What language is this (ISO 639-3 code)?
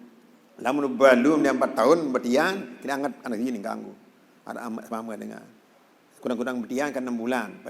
sas